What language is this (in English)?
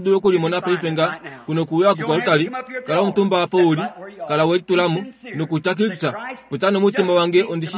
Kuanyama